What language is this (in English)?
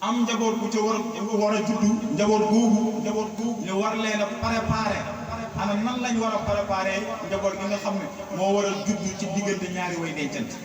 Wolof